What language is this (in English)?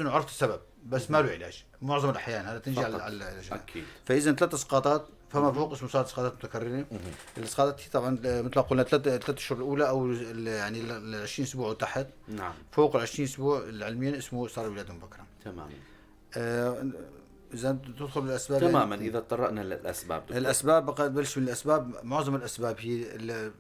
North Levantine Arabic